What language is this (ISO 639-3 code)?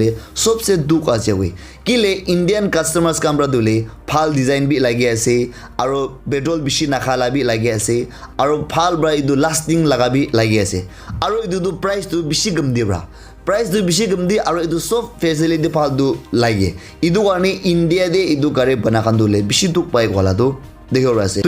nag